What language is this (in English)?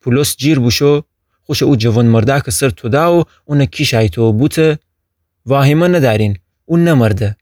Gilaki